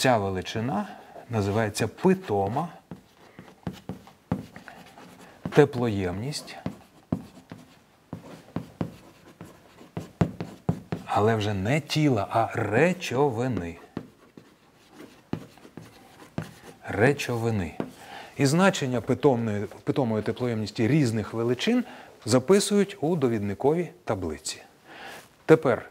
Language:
Ukrainian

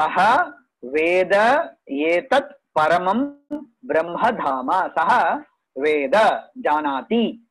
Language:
Sanskrit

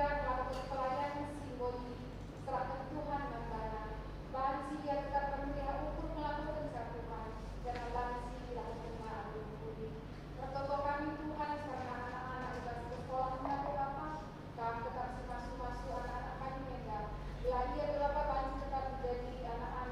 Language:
Batak Karo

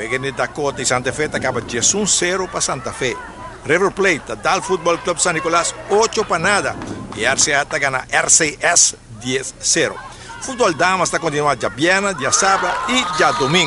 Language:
Papiamento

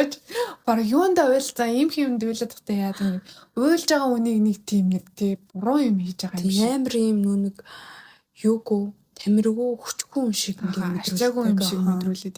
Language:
Mongolian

